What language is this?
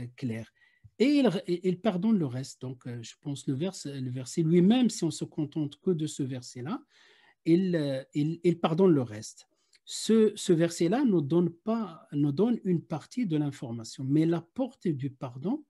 French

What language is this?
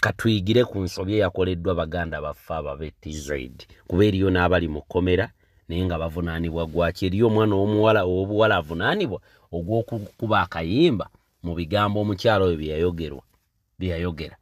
Ganda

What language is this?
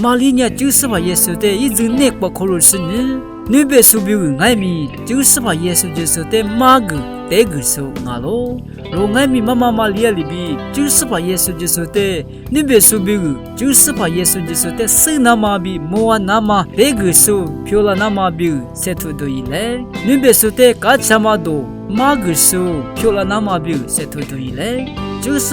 Lisu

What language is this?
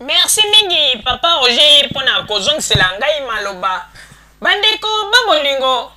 Lingala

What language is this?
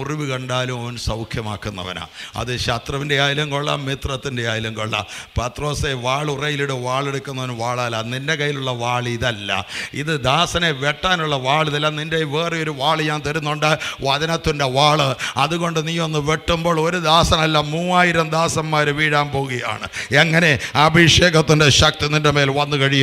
Malayalam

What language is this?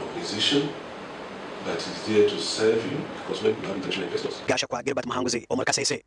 Nyankole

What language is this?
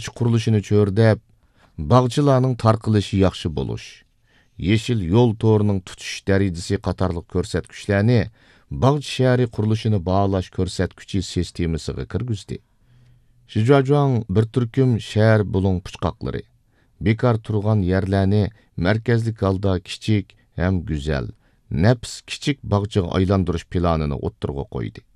Uyghur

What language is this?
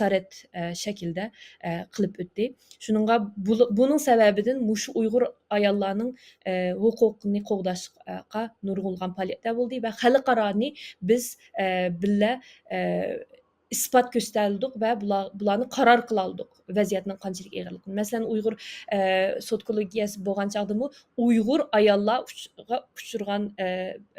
Uyghur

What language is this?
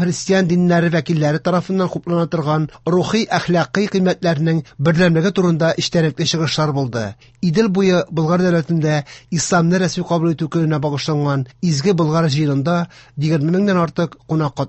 Tatar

